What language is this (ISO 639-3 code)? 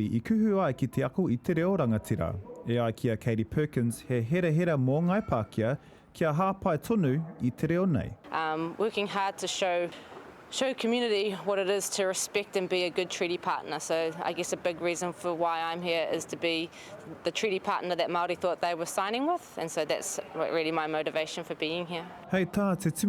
mri